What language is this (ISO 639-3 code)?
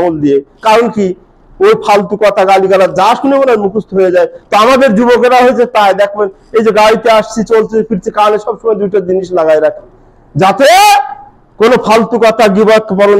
ben